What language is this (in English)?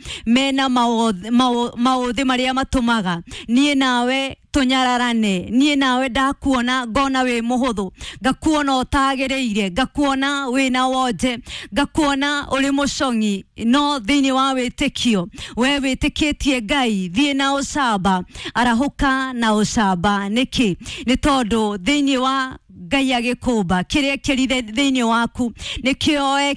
Kikuyu